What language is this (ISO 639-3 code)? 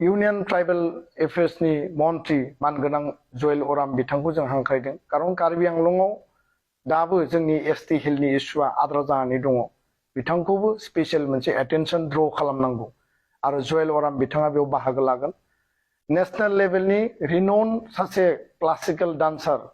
brx